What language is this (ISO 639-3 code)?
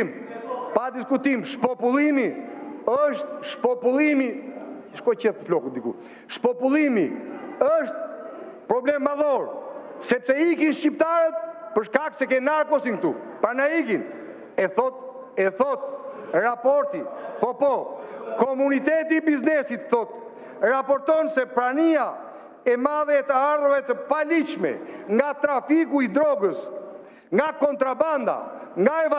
sqi